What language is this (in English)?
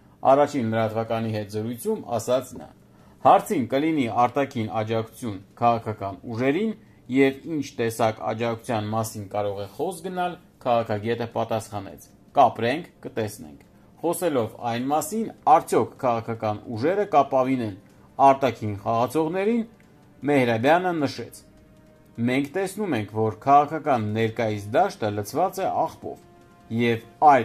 Armenian